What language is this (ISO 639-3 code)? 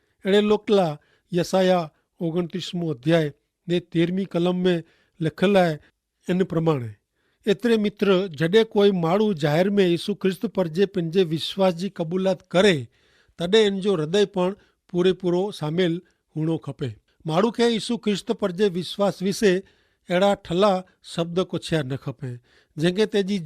kfr